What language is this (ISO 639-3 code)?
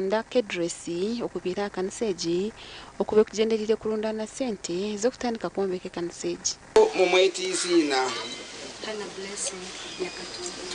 nyn